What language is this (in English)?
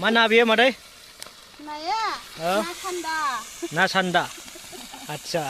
Bodo